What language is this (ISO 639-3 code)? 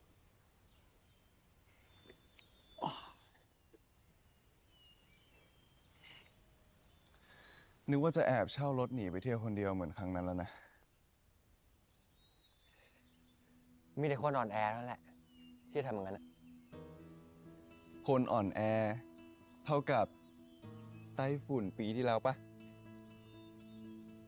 tha